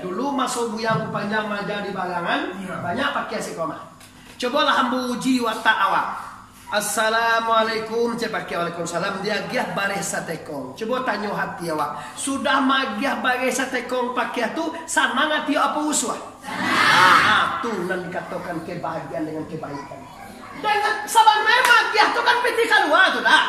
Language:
Minangkabau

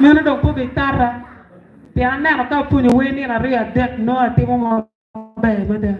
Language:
Acoli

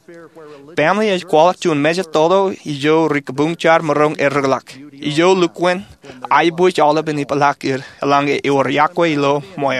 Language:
Marshallese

